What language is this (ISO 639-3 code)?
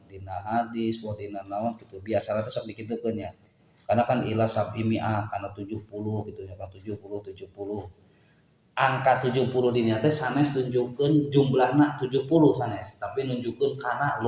sun